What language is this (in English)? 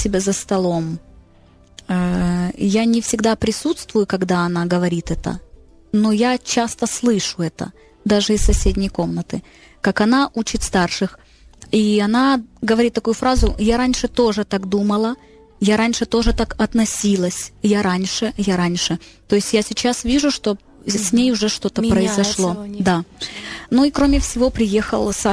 Russian